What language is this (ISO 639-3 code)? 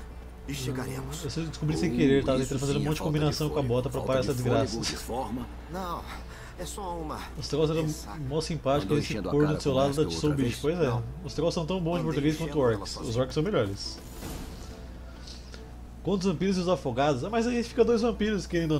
por